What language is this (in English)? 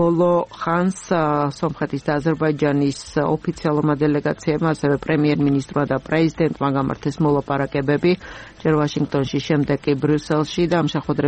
Georgian